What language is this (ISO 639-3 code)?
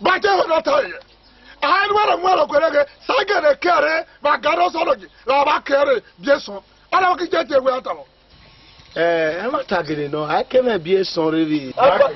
ish